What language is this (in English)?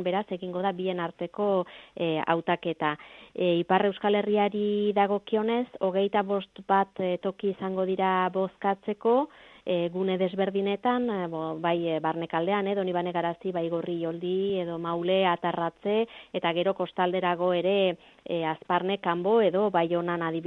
Basque